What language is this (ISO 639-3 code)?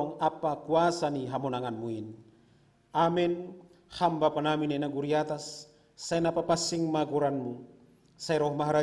bts